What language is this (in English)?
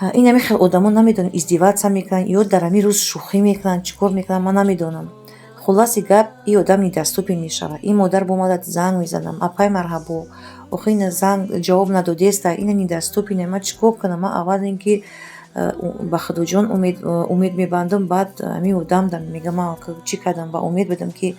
Tajik